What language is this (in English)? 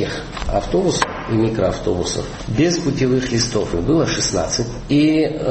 Russian